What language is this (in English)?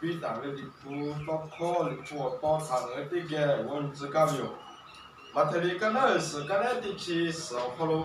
Lahu